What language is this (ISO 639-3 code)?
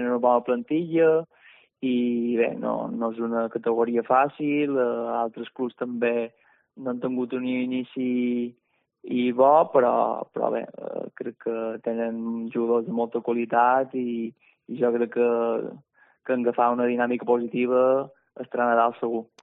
cat